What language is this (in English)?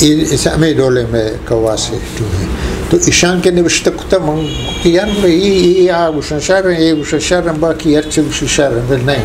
Eastern Balochi